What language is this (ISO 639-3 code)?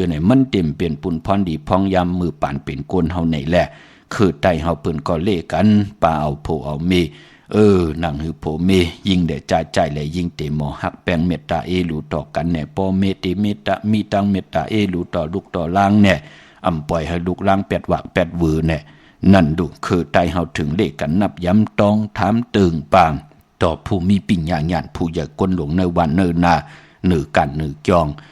shn